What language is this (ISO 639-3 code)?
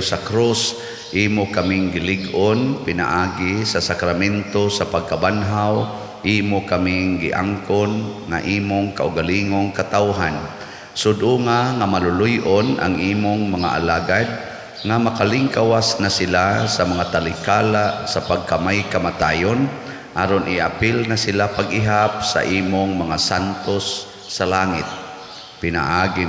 ceb